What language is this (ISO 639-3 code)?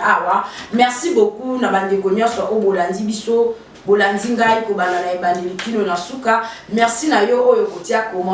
lin